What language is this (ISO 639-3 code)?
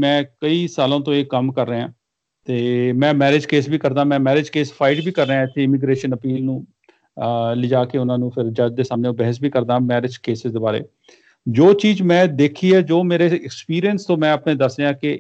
pan